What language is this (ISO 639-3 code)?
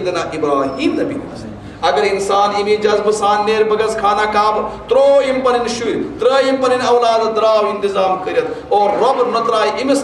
kas